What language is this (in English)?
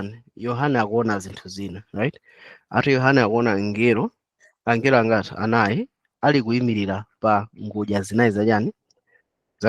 Nyanja